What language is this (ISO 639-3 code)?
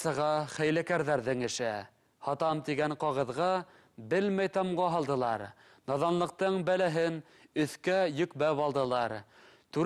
bak